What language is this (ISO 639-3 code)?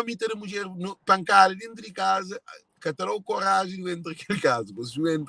kea